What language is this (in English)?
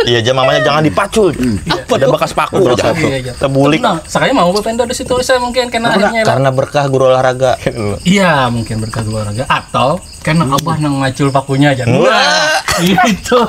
Banjar